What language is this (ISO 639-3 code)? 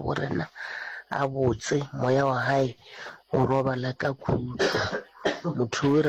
nso